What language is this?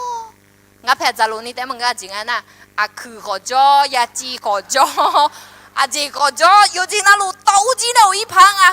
Akha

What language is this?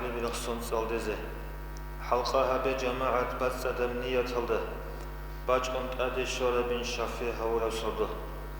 Avaric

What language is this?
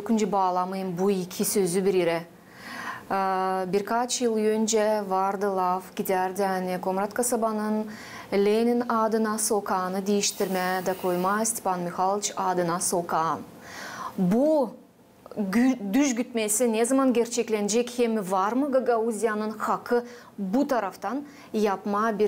Gagauz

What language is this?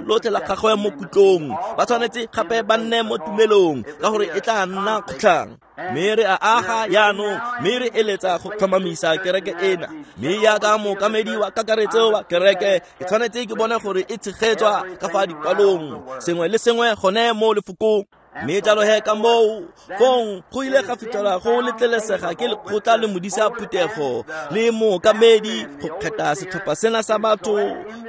Tswana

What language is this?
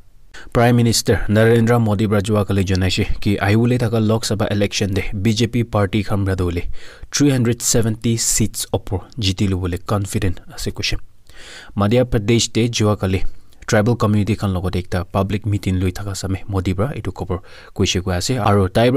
Naga Pidgin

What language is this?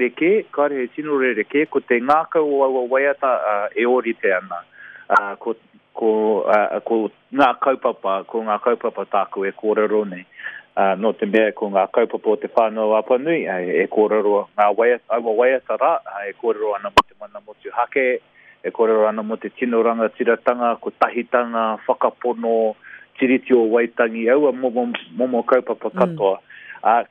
Māori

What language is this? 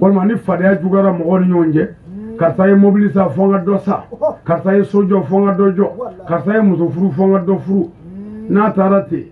Bambara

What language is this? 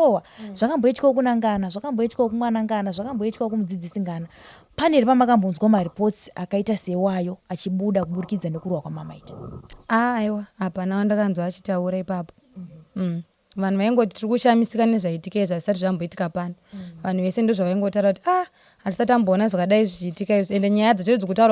Shona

